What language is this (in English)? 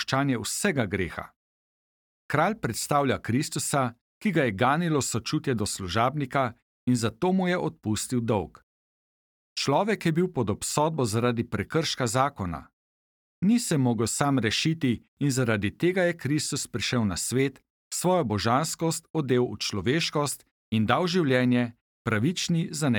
Slovenian